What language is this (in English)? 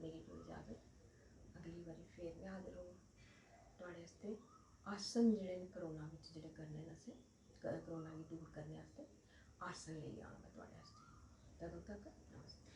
Dogri